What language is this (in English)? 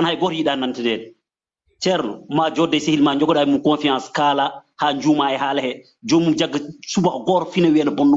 Fula